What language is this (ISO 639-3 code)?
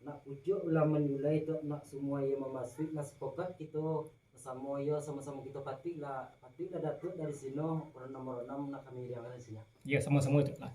min